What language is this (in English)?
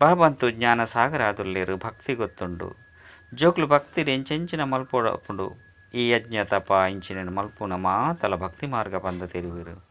Tulu